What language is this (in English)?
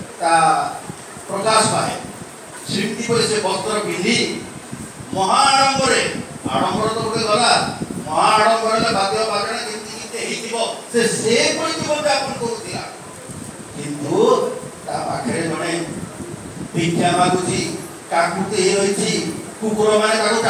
Odia